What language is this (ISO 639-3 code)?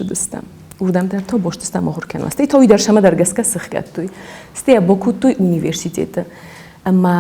oss